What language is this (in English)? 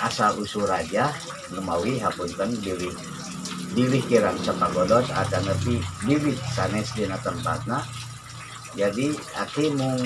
Sundanese